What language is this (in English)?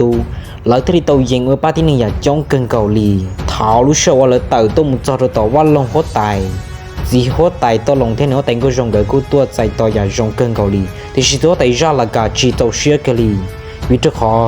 Hmong